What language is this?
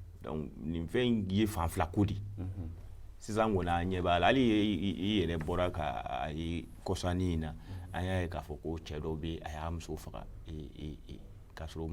Bambara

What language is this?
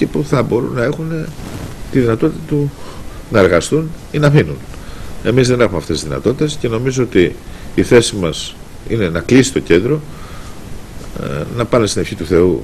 Greek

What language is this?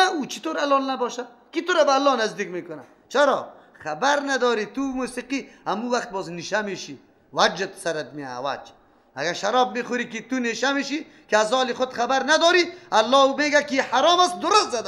Tajik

